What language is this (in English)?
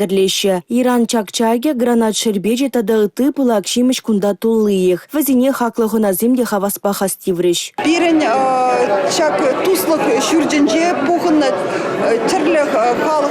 Chuvash